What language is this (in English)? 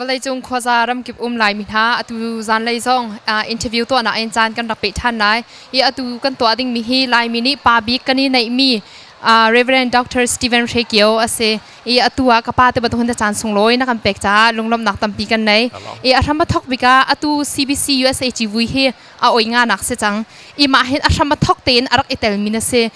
Hakha Chin